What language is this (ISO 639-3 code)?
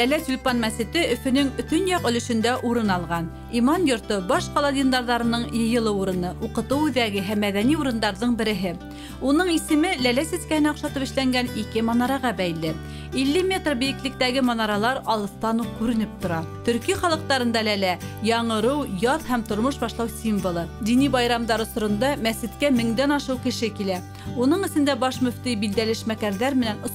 bak